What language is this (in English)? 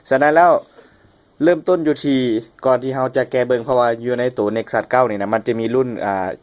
Lao